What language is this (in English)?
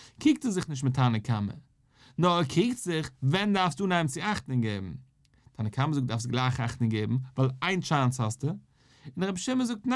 Yiddish